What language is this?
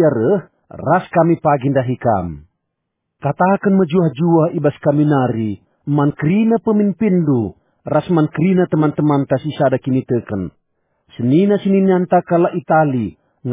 Batak Karo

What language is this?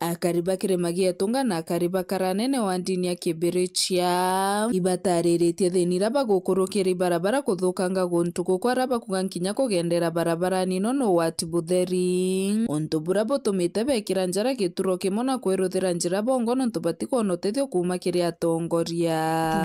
Meru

